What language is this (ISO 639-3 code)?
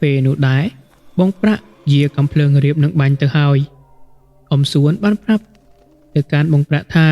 khm